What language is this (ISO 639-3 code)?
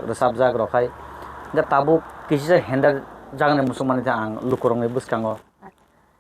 trp